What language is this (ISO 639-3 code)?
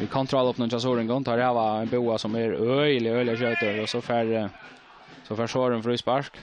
fao